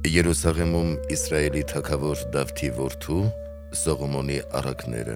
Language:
Armenian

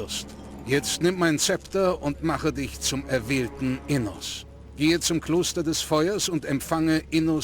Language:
Bavarian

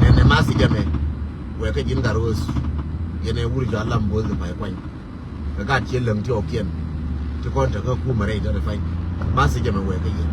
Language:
Nuer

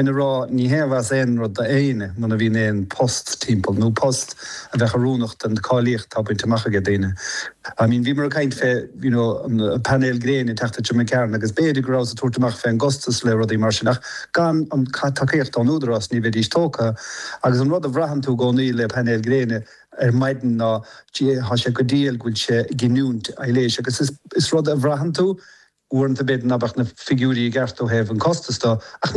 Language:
Irish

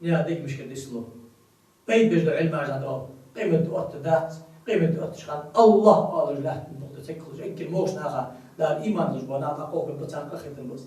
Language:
Ingush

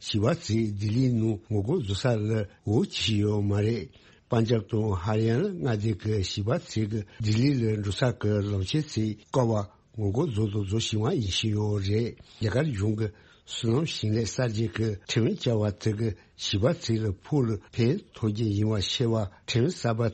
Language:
Tibetan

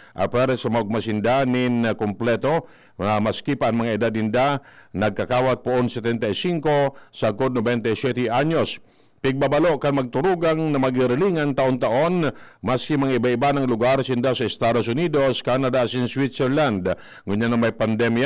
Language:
Bikol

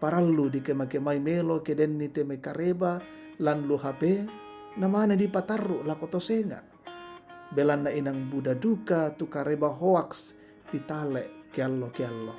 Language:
Toraja-Sa'dan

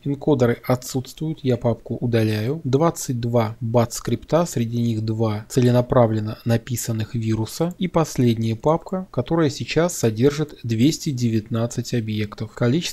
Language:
Russian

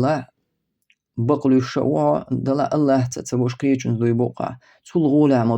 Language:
Chechen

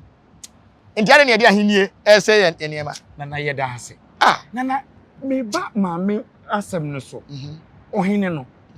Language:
Akan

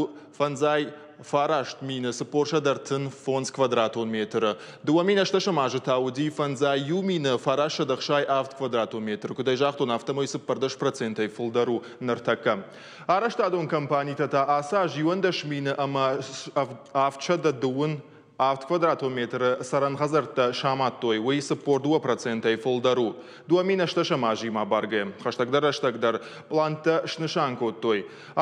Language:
Ossetic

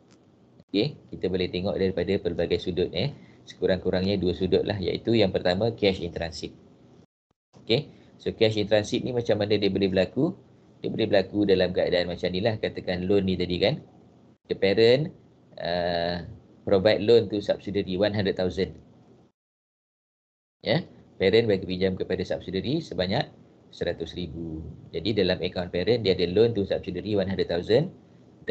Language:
Malay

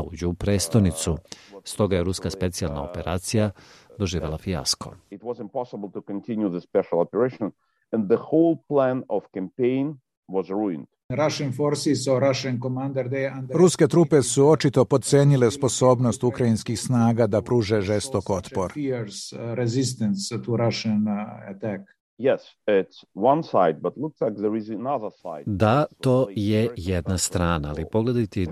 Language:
Serbian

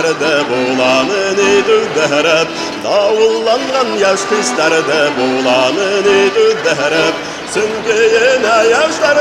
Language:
Bashkir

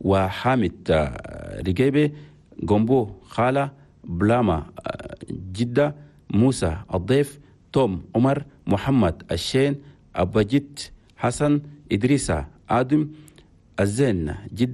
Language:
Chadian Arabic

